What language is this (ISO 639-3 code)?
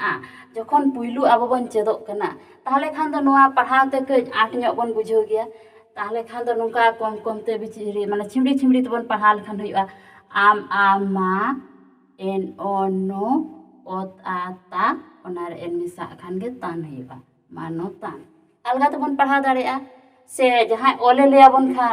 sat